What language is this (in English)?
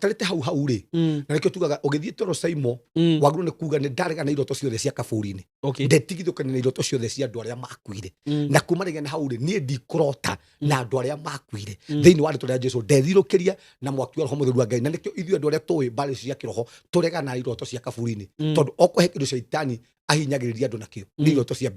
Kikuyu